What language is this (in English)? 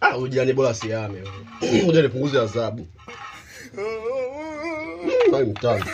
Swahili